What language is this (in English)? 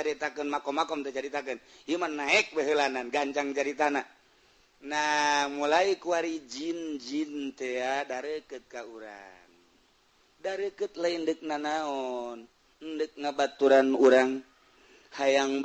Sundanese